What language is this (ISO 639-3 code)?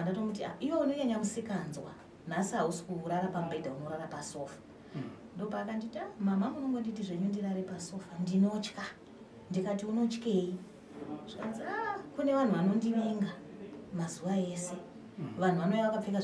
sna